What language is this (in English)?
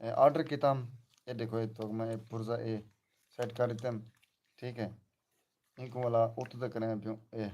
Saraiki